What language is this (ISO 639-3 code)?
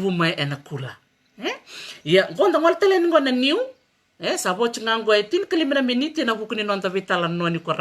fij